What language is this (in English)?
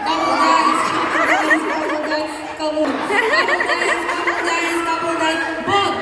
Naga Pidgin